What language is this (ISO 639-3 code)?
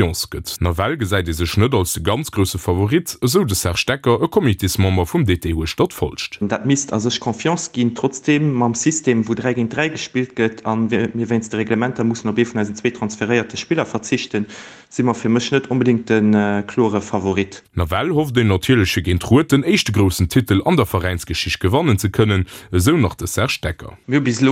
ltz